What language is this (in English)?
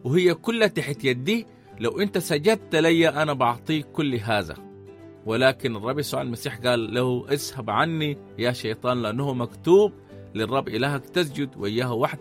Sudanese Arabic